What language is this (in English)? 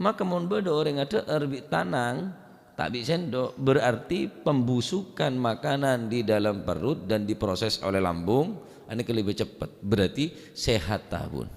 Madurese